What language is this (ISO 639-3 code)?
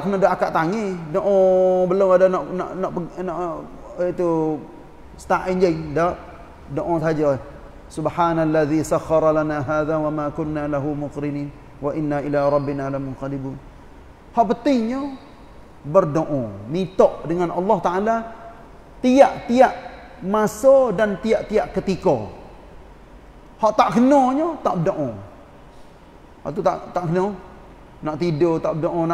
msa